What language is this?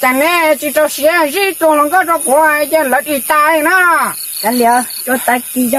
Hmong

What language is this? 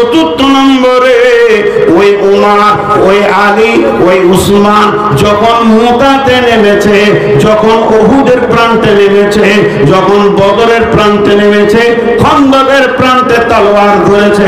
Bangla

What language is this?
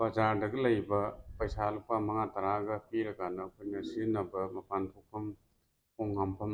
Manipuri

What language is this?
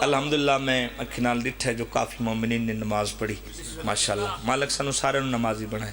Pahari-Potwari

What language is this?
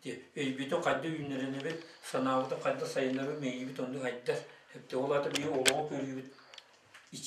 Yakut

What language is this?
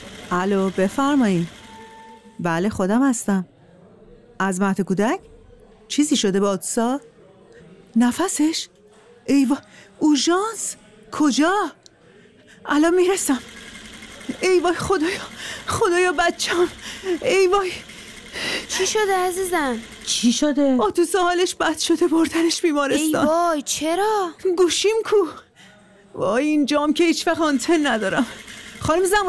Persian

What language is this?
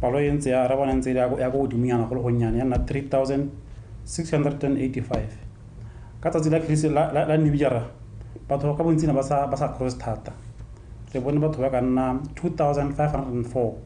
Tswana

